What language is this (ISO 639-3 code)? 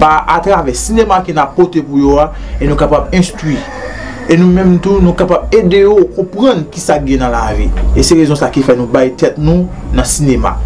hat